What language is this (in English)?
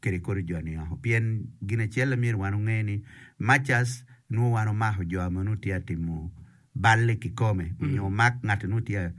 Acoli